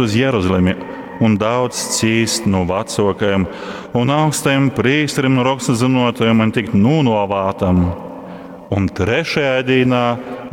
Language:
Latgalian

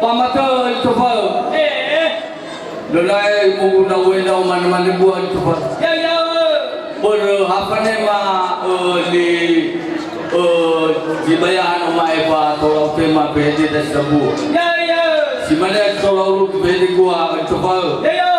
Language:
Nias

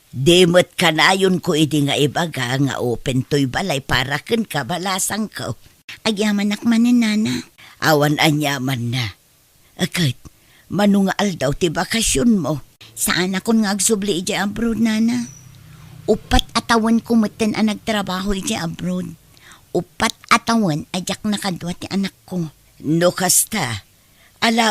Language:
Iloko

